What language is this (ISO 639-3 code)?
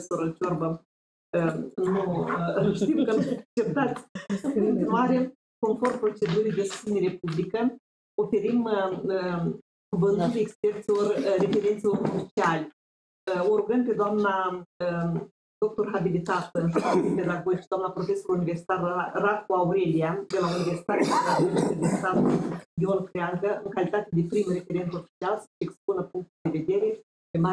ron